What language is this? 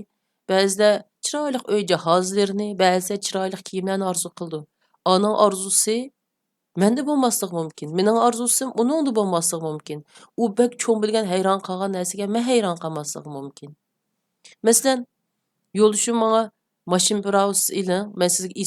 Uyghur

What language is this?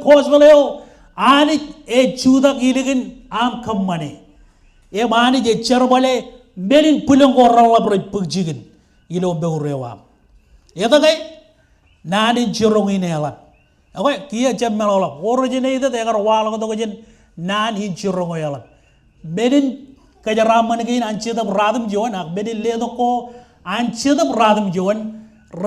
Marshallese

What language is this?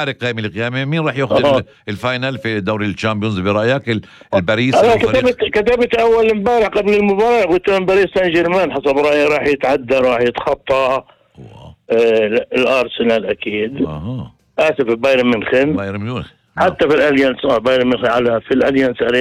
North Levantine Arabic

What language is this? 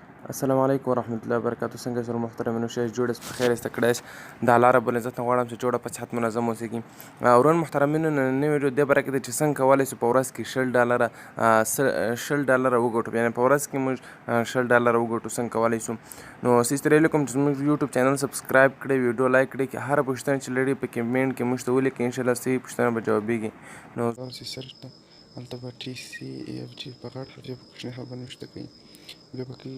Pashto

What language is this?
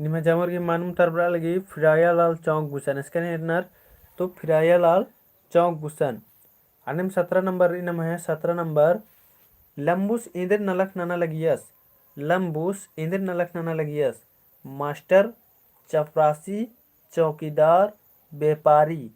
Kurukh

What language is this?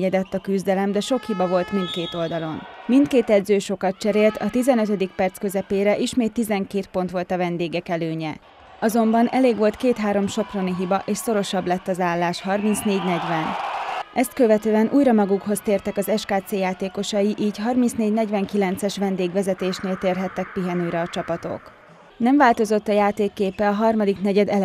Hungarian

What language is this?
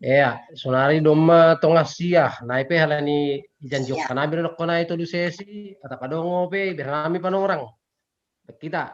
Batak Simalungun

